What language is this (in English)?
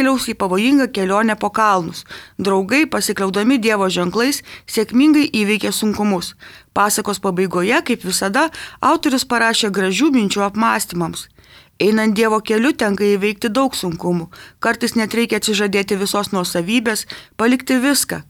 Lithuanian